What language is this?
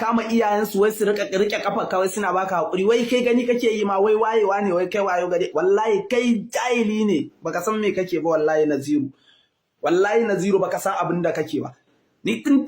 Hausa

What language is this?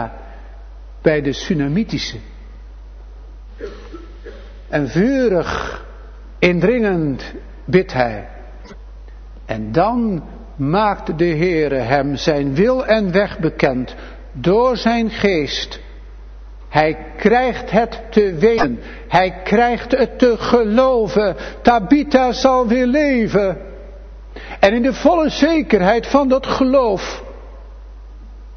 Dutch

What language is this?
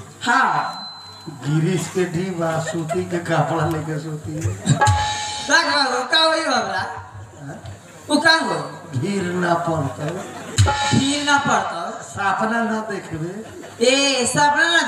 Bhojpuri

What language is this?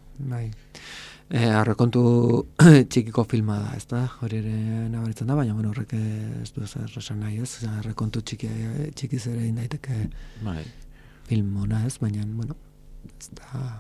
Basque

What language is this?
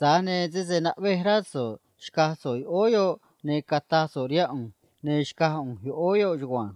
Copala Triqui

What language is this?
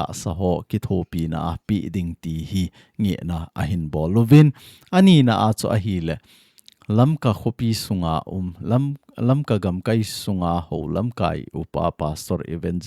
Thado Chin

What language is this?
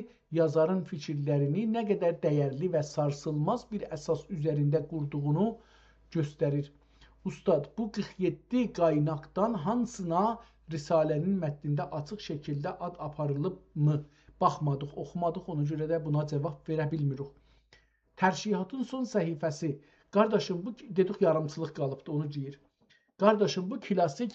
South Azerbaijani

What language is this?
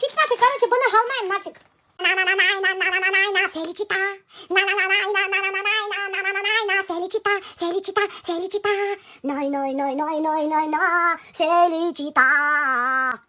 Bashkir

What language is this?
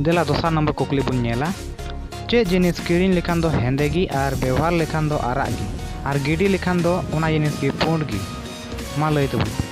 Santali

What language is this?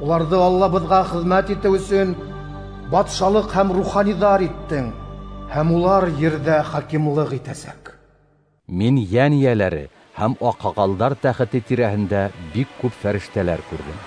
Bashkir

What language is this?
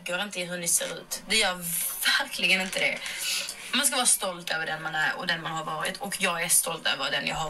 Swedish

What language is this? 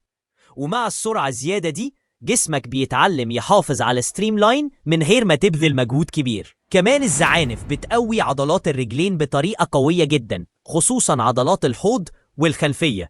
Egyptian Arabic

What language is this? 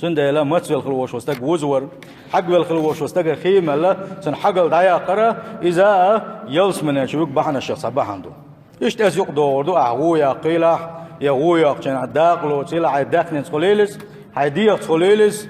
Chechen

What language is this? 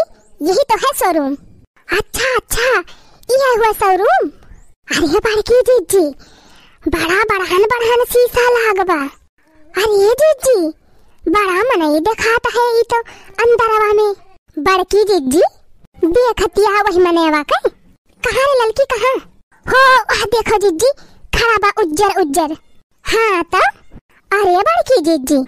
Awadhi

